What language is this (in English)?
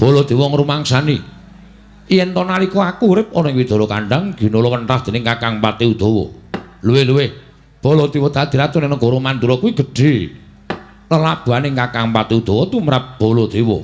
Javanese